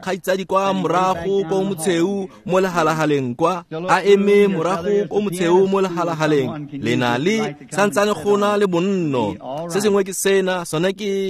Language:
Tswana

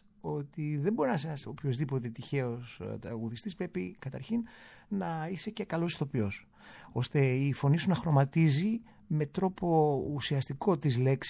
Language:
Greek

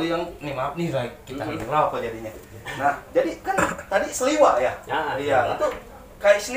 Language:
Betawi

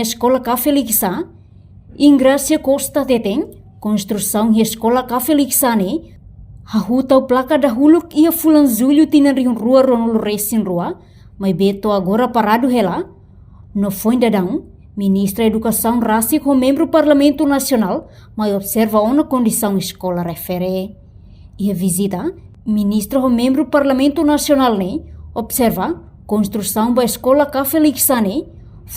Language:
Tetum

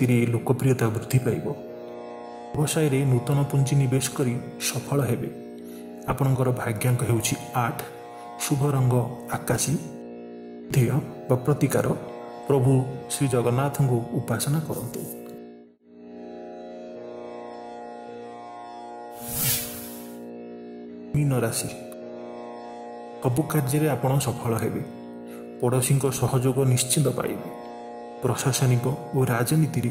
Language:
Odia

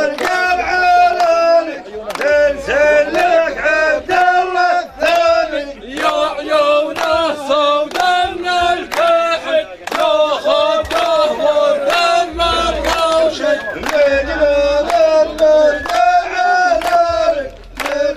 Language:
South Levantine Arabic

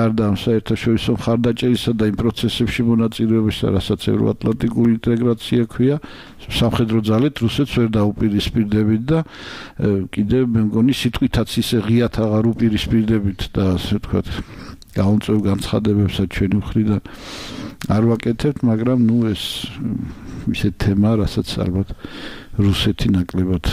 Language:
Georgian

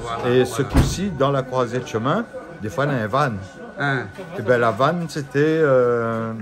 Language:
Réunion Creole French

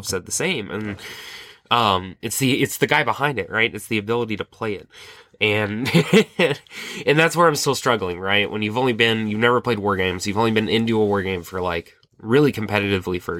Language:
English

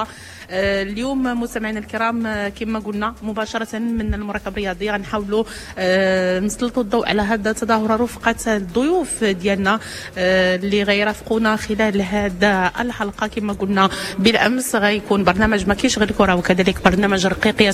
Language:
Moroccan Arabic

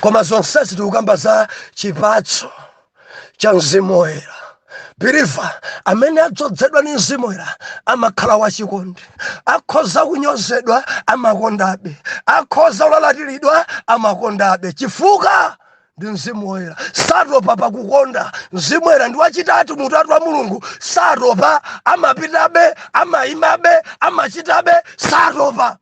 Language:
Nyanja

